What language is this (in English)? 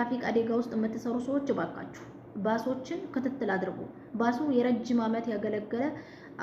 Amharic